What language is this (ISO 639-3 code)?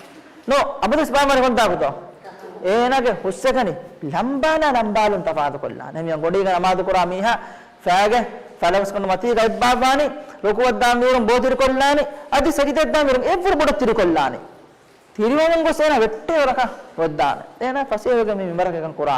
div